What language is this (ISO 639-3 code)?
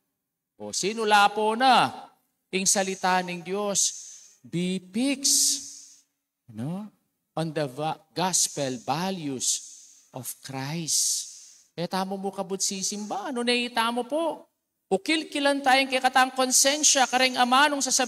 pam